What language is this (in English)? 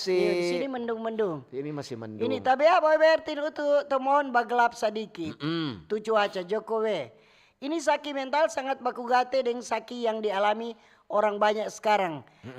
Manado Malay